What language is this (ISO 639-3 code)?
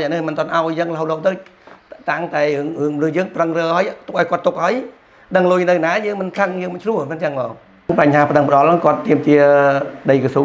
khm